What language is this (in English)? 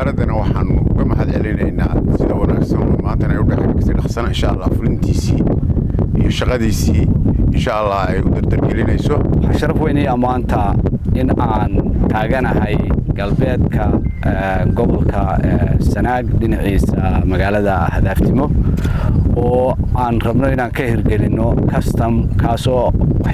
Somali